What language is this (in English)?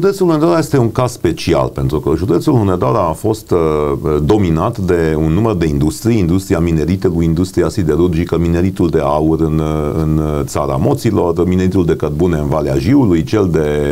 Romanian